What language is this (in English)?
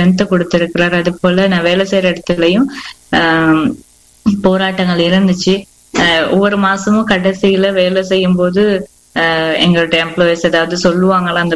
Tamil